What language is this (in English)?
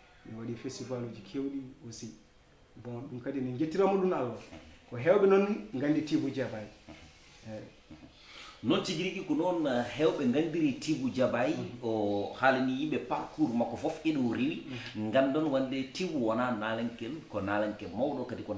Fula